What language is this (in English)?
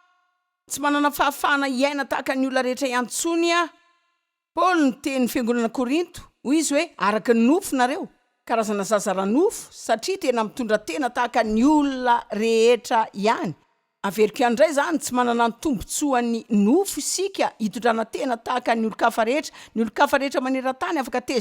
Malagasy